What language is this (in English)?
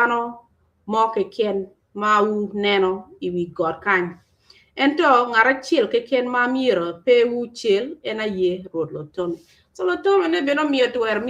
Acoli